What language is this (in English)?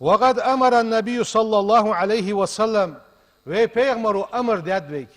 Ingush